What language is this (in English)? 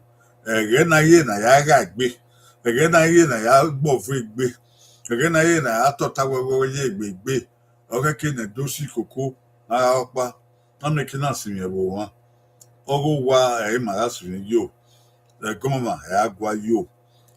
Bini